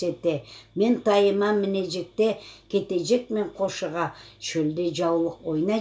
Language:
Crimean Tatar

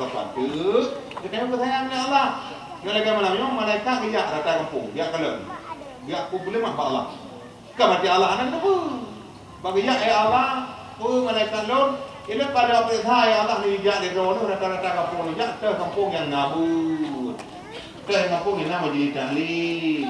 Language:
Achinese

